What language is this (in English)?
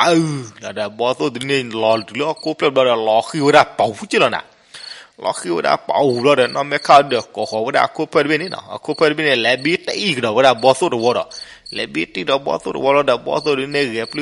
S'gaw Karen